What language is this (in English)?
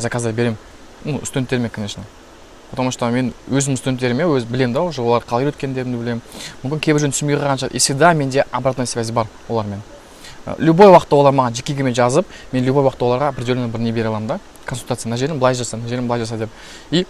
Kazakh